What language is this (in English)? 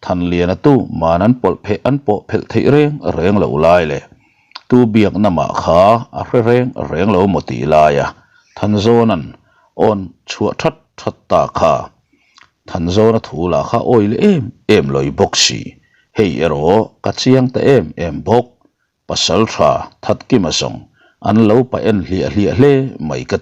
Mizo